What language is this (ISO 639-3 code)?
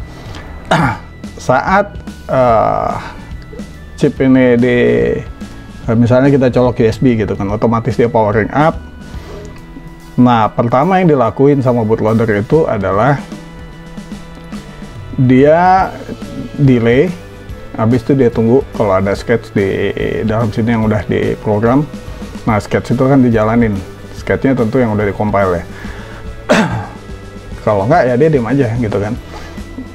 ind